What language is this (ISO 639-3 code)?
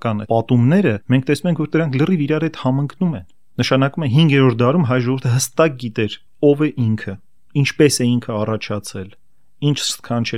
hye